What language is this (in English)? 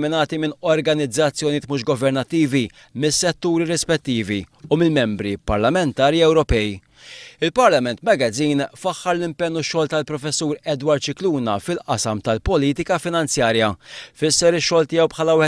Maltese